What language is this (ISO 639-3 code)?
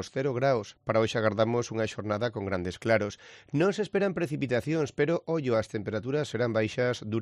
glg